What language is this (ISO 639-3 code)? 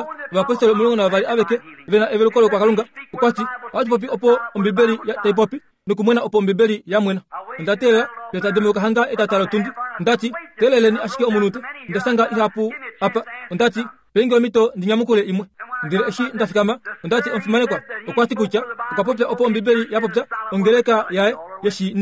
kua